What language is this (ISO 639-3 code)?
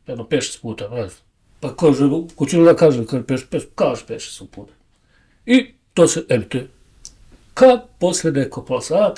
bos